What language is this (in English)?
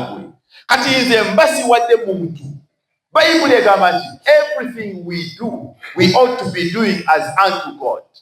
Ganda